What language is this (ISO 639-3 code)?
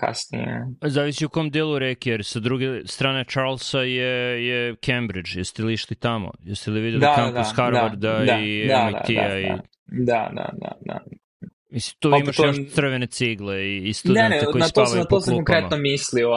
srp